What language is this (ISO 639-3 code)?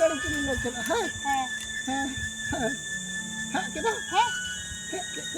sat